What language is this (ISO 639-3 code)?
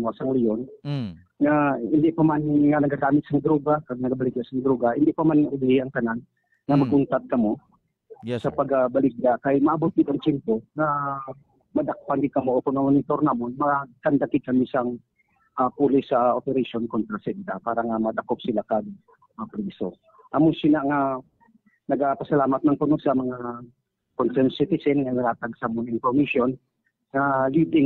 hil